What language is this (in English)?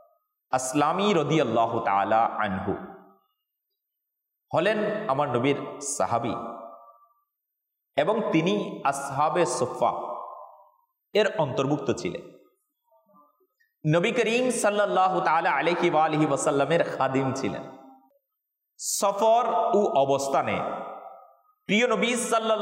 Bangla